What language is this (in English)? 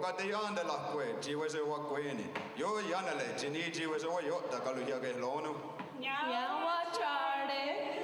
Mohawk